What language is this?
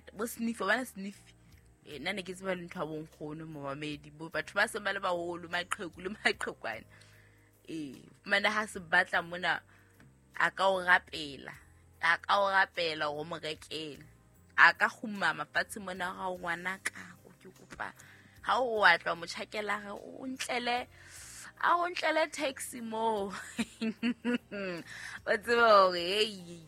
Southern Sotho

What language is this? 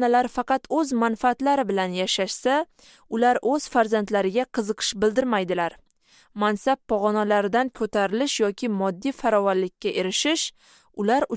Uzbek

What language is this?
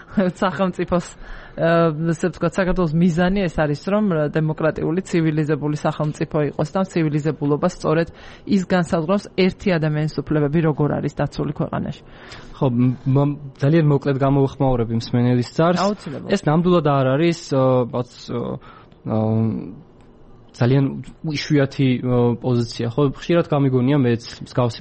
Georgian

